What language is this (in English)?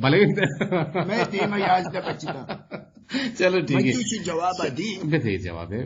Eastern Balochi